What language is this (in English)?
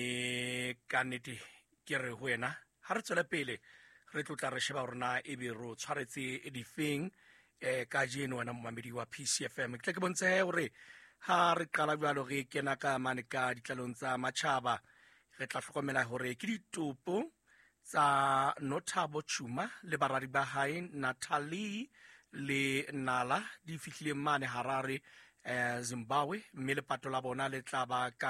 Southern Sotho